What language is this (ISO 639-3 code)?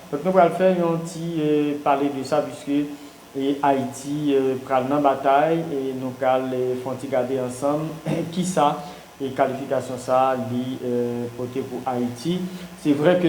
hat